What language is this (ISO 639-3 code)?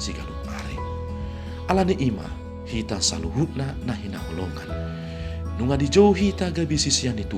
bbc